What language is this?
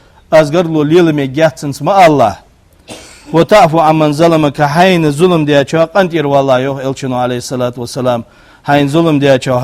Ingush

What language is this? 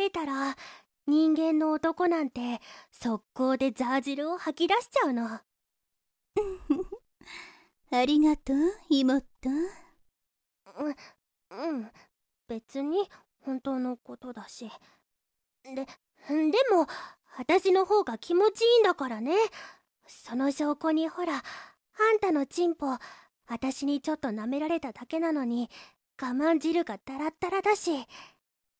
Japanese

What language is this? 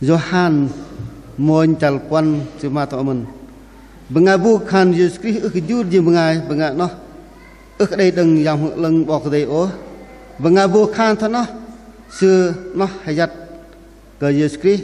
Bahnar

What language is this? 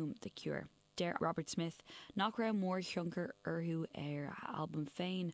Irish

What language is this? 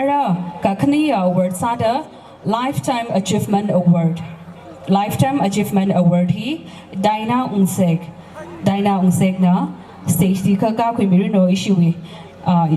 Tangkhul Naga (India)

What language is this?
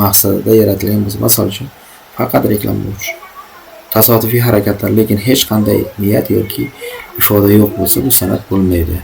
Uzbek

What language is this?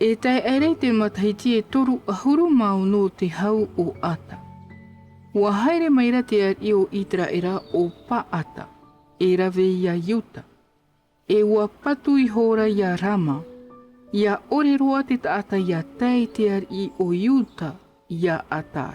Tahitian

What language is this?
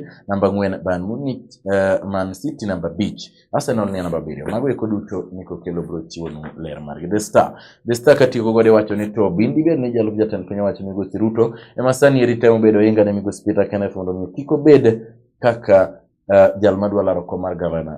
Luo (Kenya and Tanzania)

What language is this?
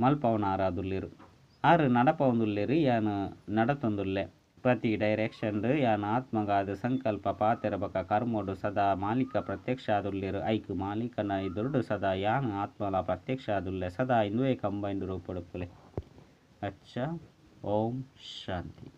Tulu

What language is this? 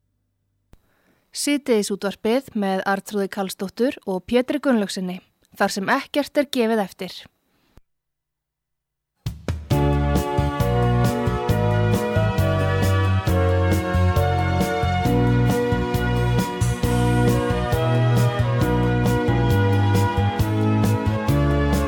Icelandic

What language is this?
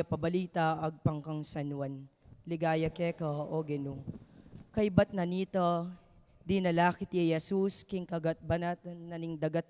Pampanga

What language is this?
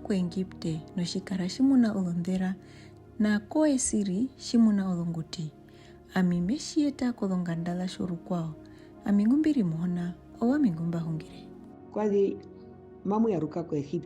Herero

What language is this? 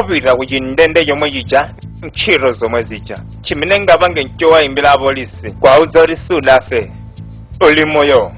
Nyanja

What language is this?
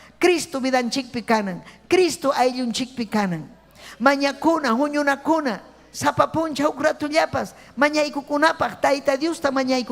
Ayacucho Quechua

